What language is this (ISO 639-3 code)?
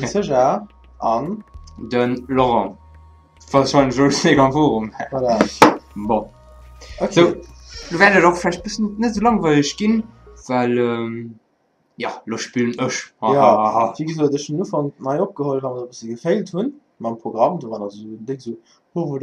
ltz